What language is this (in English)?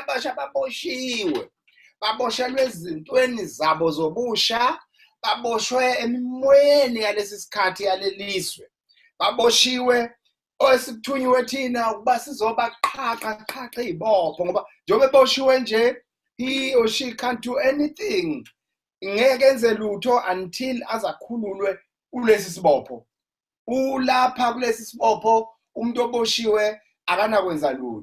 Zulu